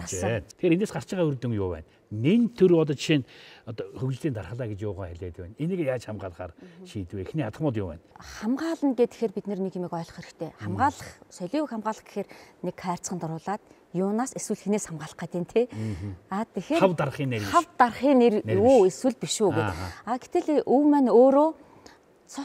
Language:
Mongolian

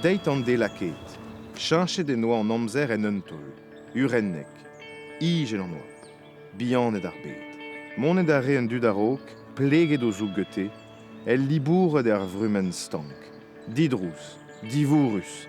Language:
Breton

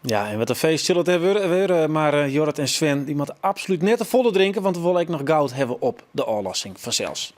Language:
Western Frisian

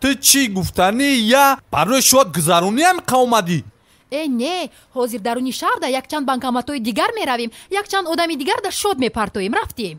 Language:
Tajik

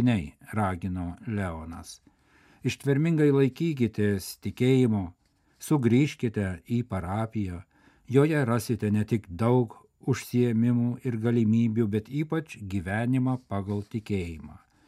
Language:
Lithuanian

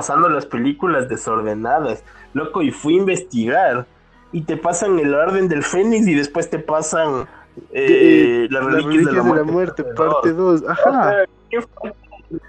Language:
Spanish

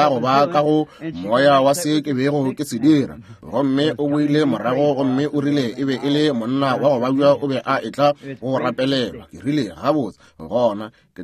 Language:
Northern Sotho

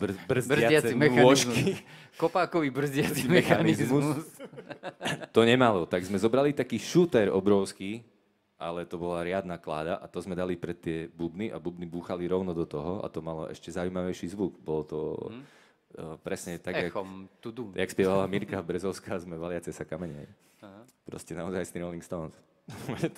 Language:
Slovak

